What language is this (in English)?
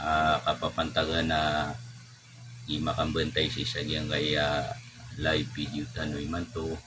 Maranao